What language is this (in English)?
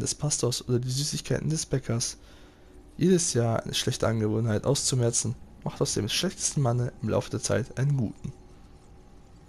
German